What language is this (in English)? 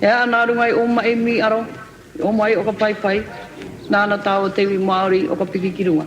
Māori